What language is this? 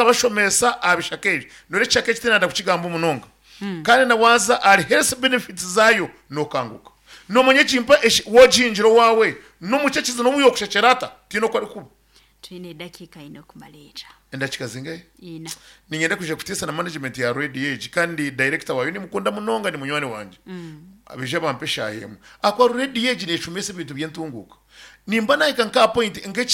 Nyankole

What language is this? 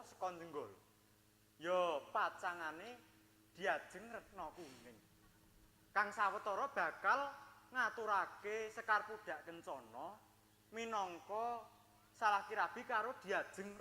Javanese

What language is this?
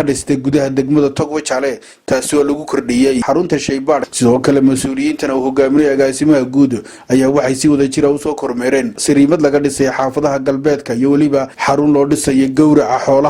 Somali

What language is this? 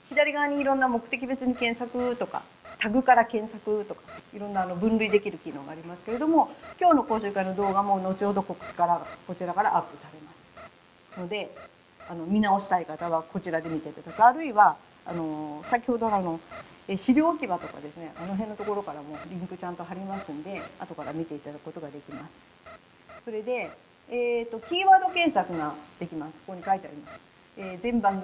Japanese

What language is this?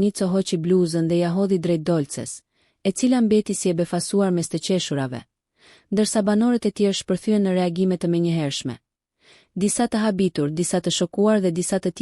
Albanian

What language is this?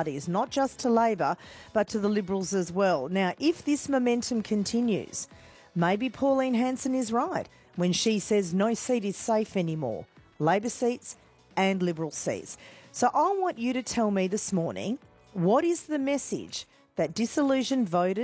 English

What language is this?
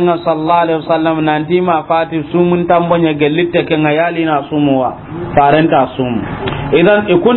Soninke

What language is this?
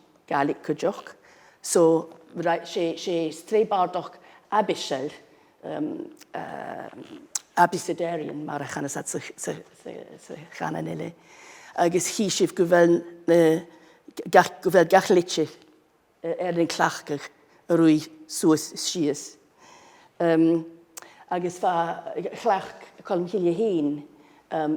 Scottish Gaelic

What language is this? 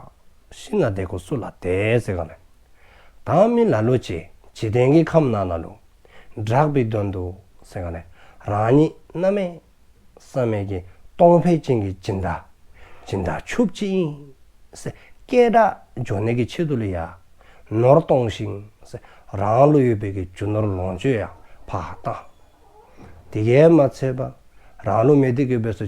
Dzongkha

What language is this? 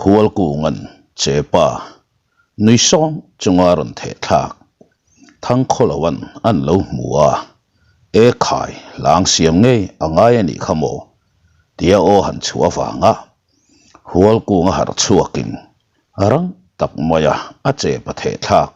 Mizo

